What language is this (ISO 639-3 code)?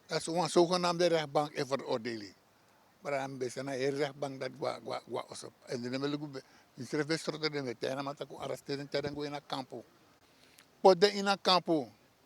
srn